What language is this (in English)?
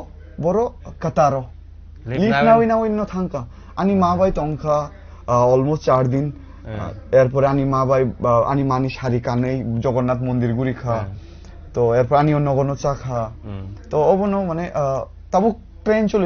Kok Borok